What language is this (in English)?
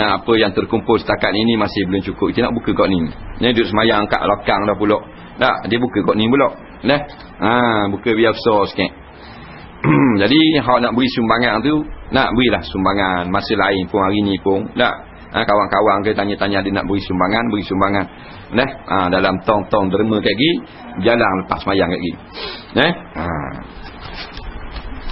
Malay